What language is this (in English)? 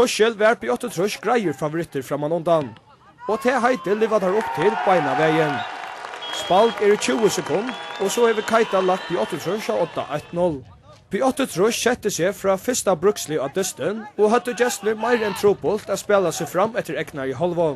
Faroese